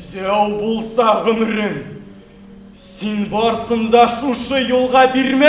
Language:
Tatar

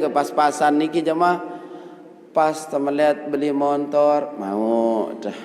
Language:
Sasak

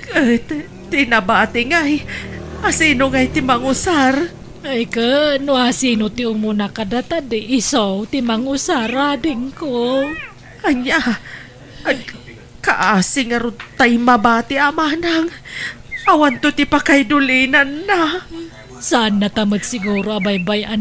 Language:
Iloko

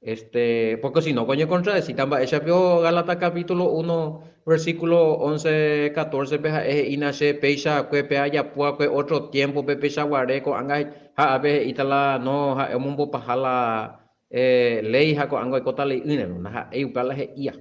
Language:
Guarani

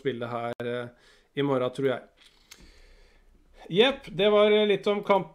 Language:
Norwegian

